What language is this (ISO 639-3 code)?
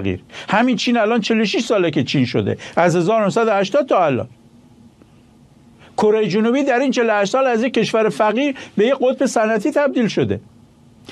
fas